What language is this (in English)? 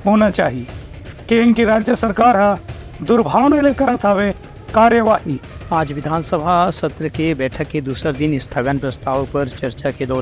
Chhattisgarhi